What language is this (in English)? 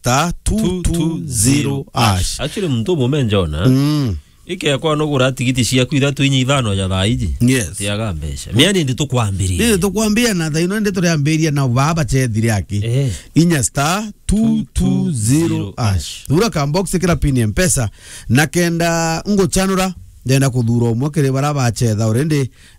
Meru